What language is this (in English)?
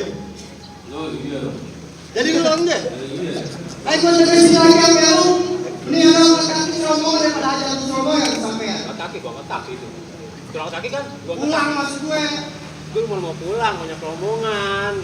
Betawi